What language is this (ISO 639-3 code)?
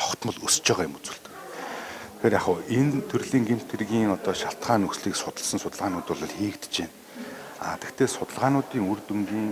mon